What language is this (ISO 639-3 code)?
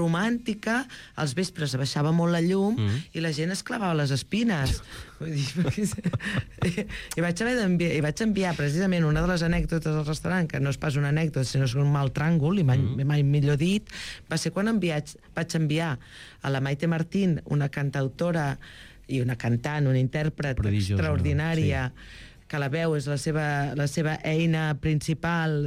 cat